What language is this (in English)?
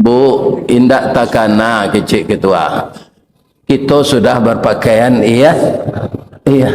Minangkabau